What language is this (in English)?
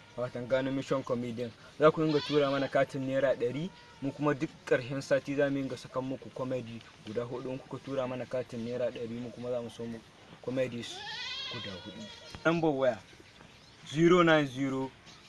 Hausa